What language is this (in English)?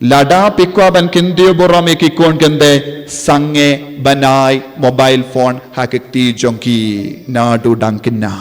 Khasi